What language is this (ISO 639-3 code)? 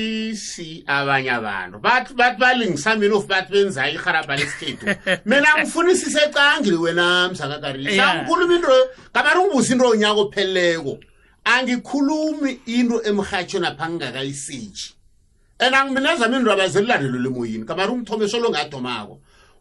nbl